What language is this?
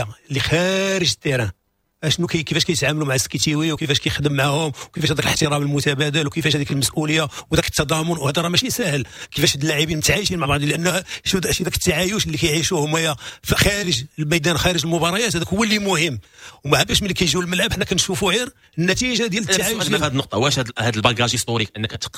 Moroccan Arabic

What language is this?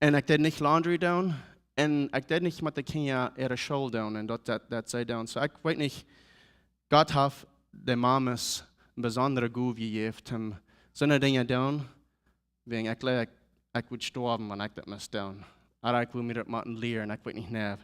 Plautdietsch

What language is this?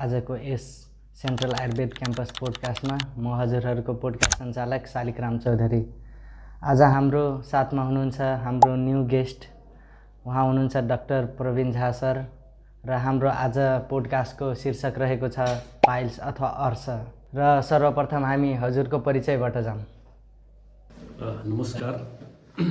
Nepali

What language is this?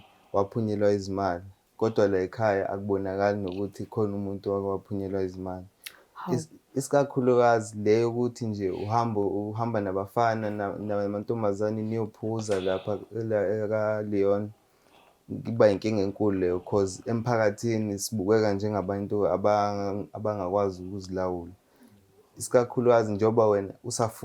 Zulu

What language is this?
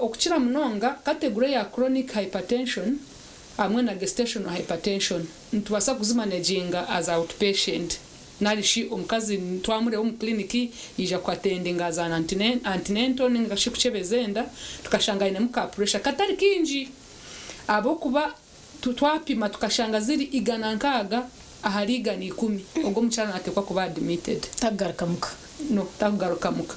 Nyankole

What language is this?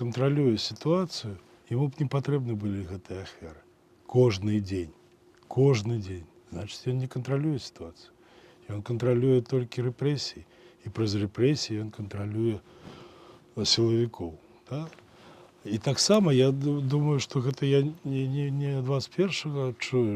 Belarusian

